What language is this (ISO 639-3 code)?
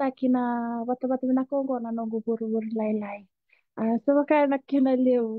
fij